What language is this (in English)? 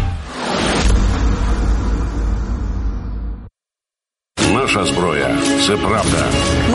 Ukrainian